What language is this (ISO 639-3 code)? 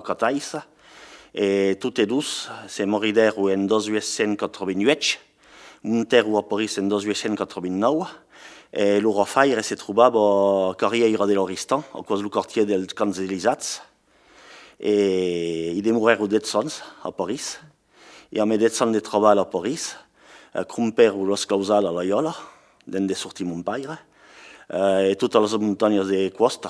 oci